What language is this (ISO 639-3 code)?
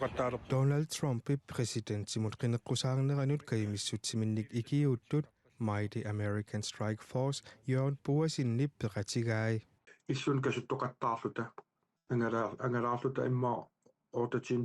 kal